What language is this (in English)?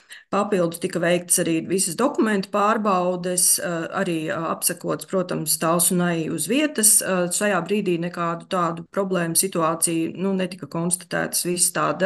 Latvian